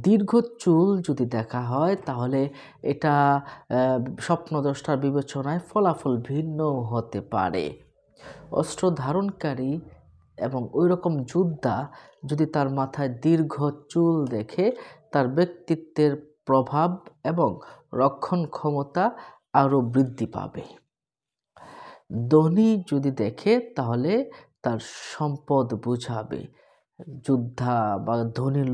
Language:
Bangla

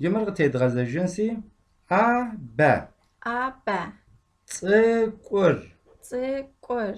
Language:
Kabardian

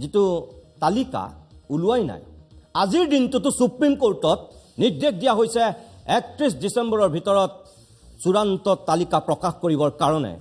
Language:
Assamese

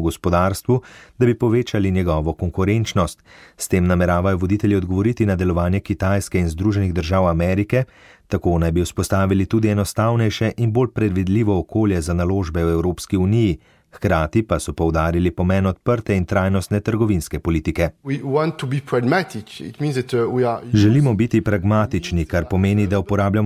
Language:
Slovenian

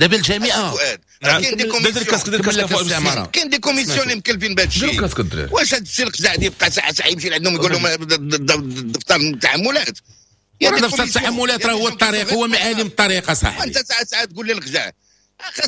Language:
Moroccan Arabic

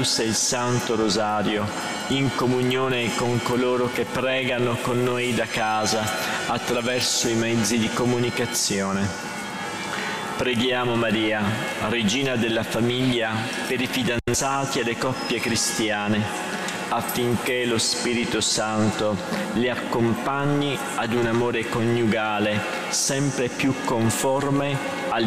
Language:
Italian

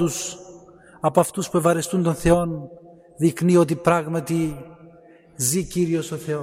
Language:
Greek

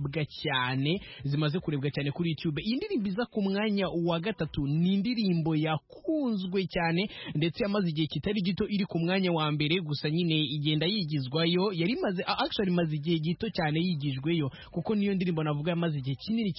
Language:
Kinyarwanda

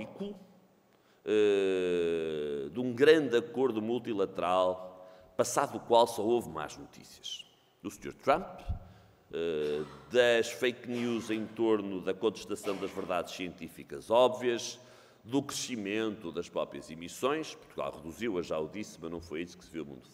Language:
Portuguese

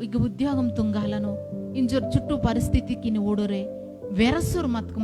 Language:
Koya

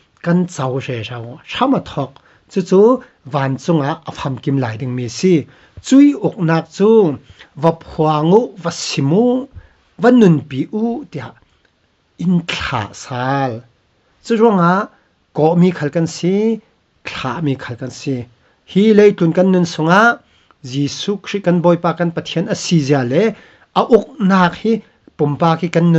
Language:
Falam Chin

